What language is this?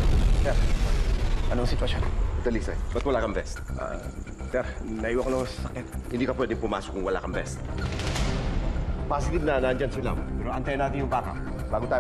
Filipino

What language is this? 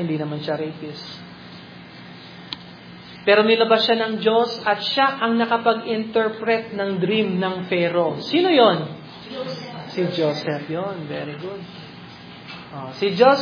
Filipino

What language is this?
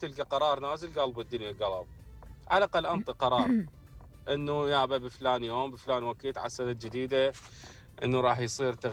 Mesopotamian Arabic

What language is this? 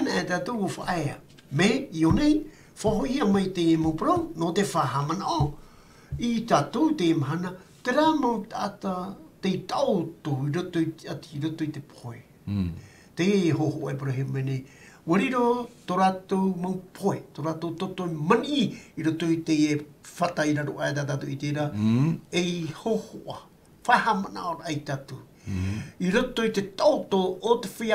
Tahitian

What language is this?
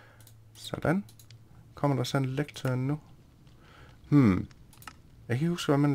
Danish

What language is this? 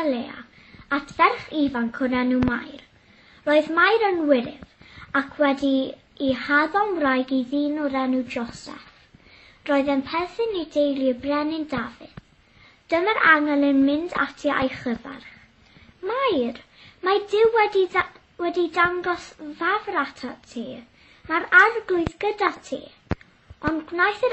Welsh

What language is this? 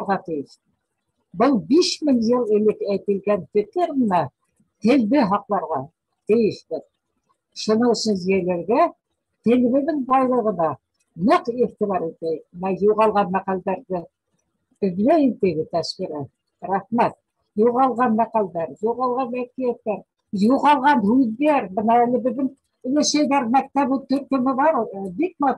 Bashkir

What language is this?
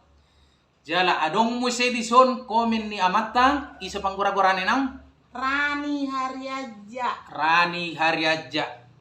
Batak Toba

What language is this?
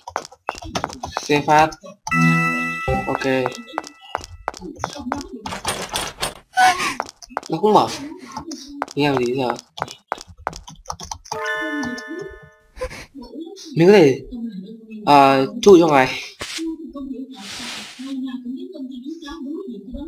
Vietnamese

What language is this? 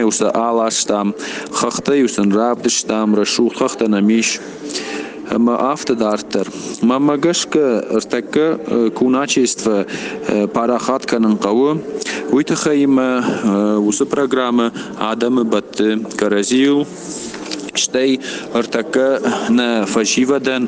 Ossetic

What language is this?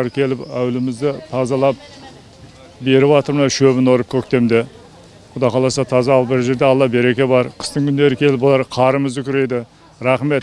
Kazakh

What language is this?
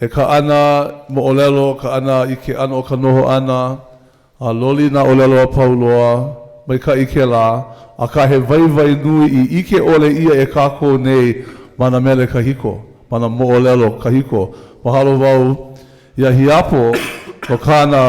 Hawaiian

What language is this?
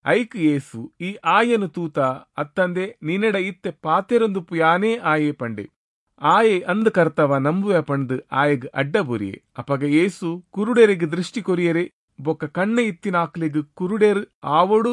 Tulu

